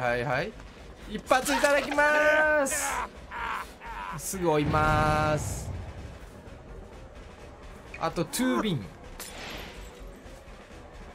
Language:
Japanese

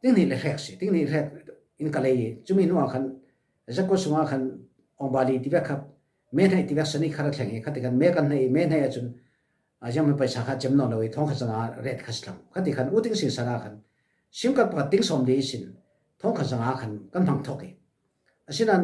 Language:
Falam Chin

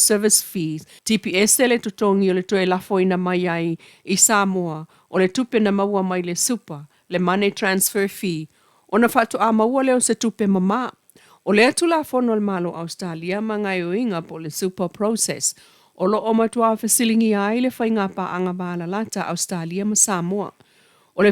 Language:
Samoan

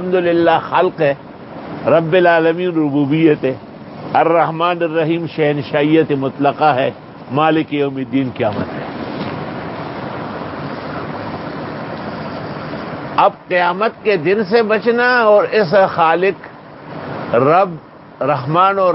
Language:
Urdu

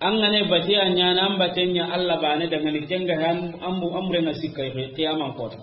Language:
Soninke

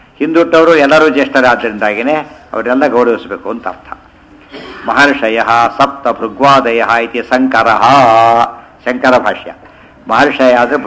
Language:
Kannada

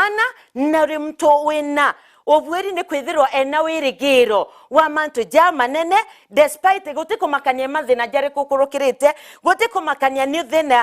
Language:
Meru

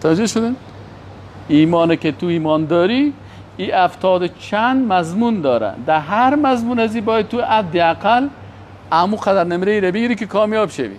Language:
Persian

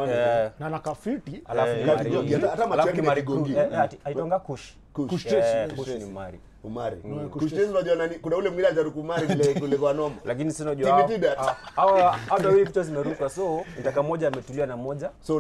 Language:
Swahili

